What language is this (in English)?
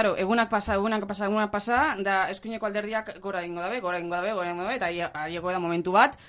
Basque